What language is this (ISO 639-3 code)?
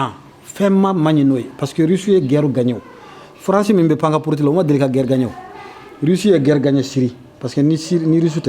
bam